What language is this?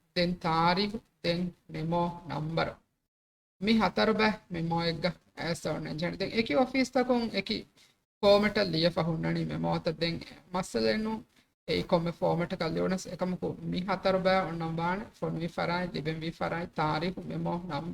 Divehi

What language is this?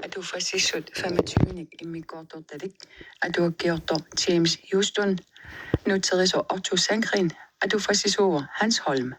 Kalaallisut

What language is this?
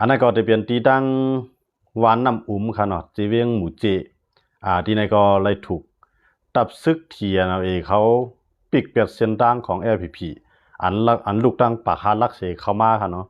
Shan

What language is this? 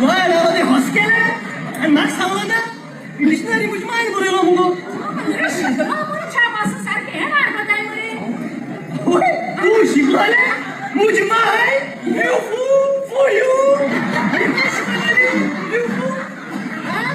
Konkani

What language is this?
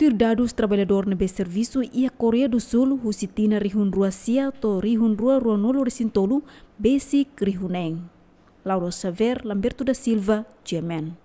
Tetum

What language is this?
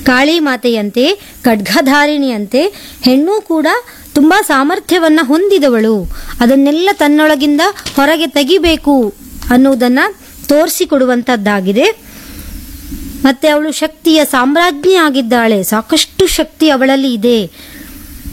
Kannada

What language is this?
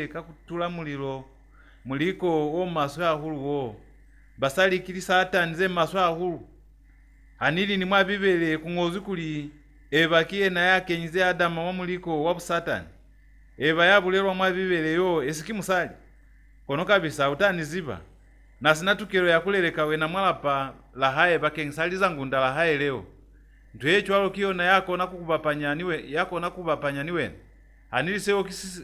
Lozi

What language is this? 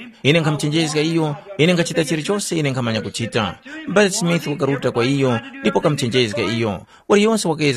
Tumbuka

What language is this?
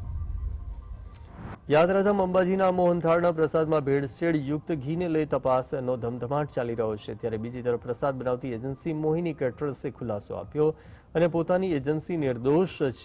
Gujarati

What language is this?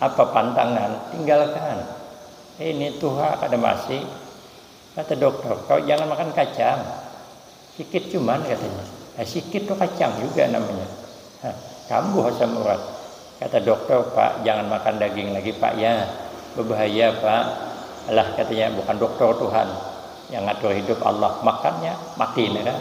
Banjar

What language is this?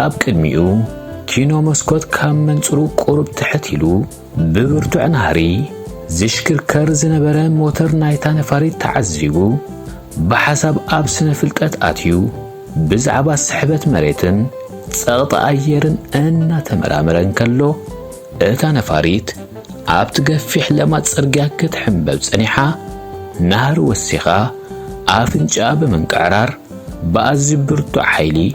Tigrinya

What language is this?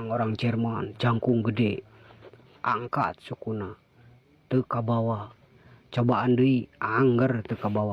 Sundanese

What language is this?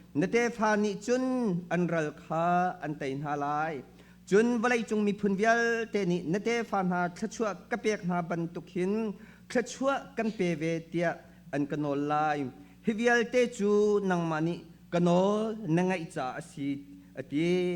Hakha Chin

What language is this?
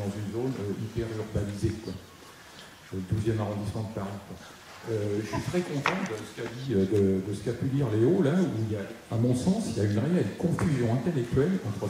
French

